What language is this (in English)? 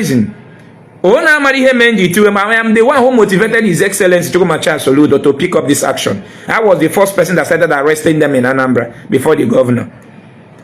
Igbo